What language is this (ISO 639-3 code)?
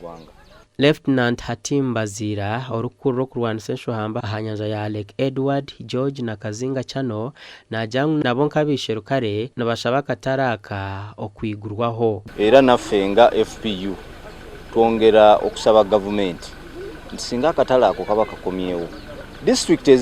nyn